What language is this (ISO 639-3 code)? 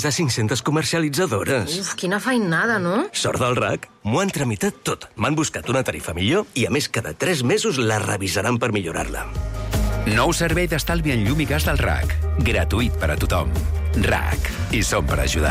cat